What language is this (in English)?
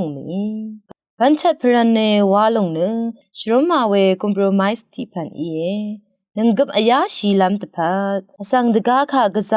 Rawang